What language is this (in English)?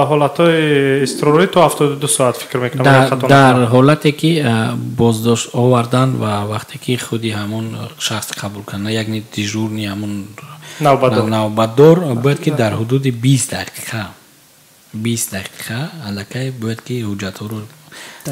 Tajik